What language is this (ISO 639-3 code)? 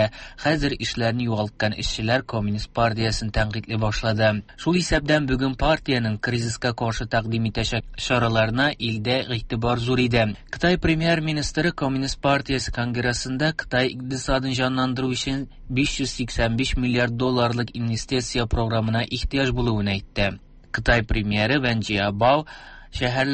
tat